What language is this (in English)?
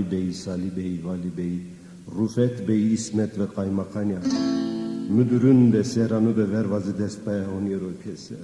Zaza